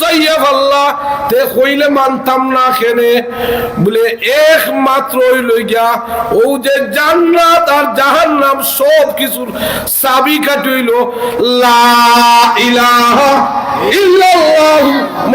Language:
Sylheti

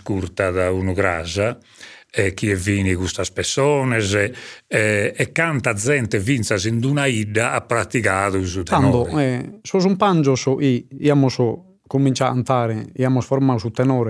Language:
Sardinian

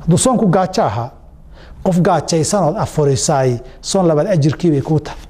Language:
Somali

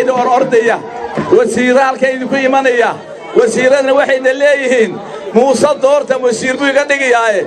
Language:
Somali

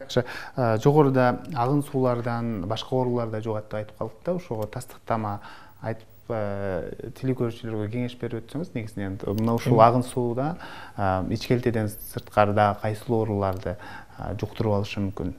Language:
Kyrgyz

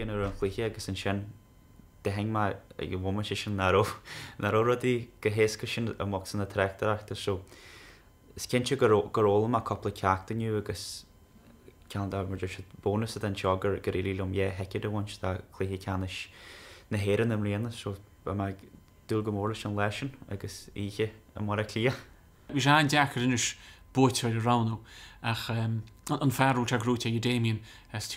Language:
Irish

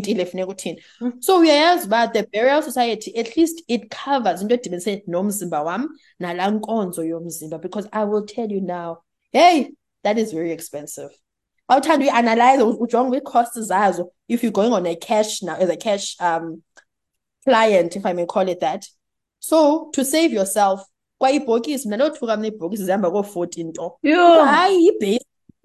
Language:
Xhosa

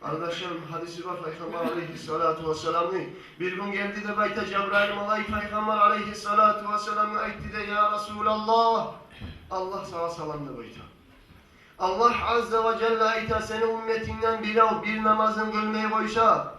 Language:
Kumyk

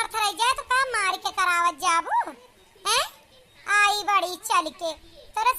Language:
Awadhi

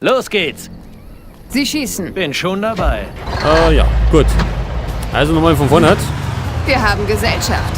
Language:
Bavarian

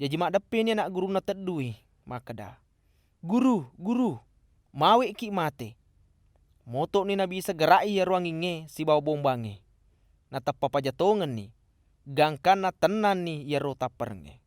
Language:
Buginese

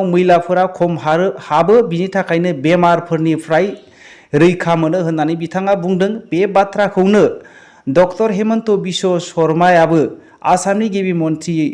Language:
Bodo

